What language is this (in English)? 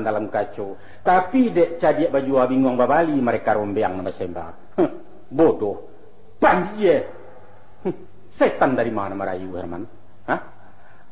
Minangkabau